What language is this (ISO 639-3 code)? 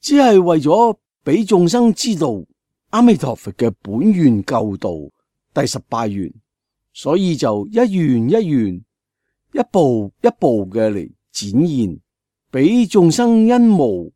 yue